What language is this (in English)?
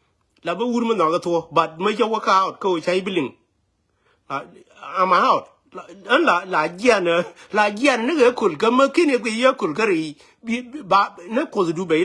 Nuer